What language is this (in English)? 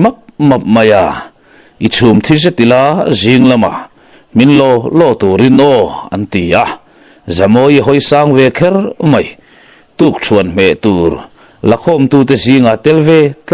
Mizo